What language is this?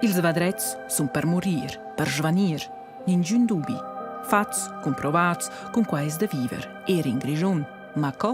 Romansh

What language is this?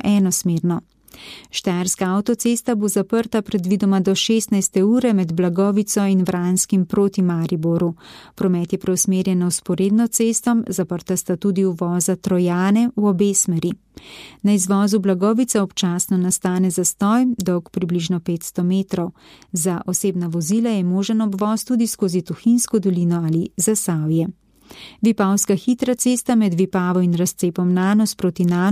Slovenian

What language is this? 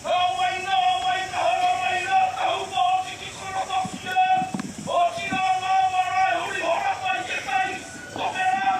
Māori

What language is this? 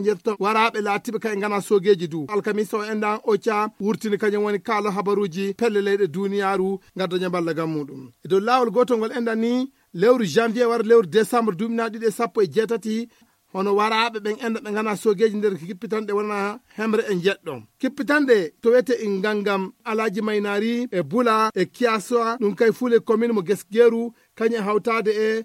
Fula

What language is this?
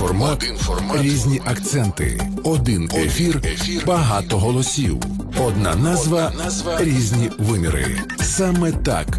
Ukrainian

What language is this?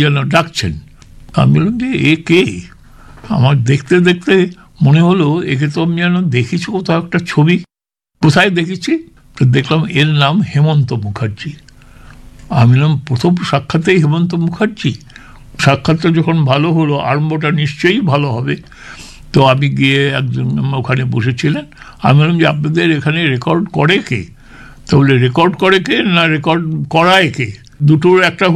Bangla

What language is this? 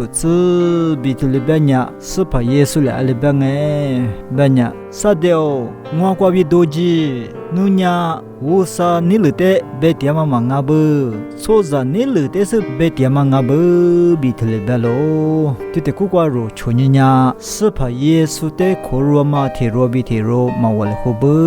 Lisu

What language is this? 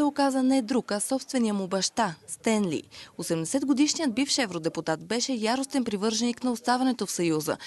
Bulgarian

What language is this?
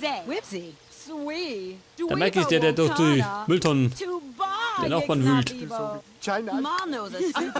Bavarian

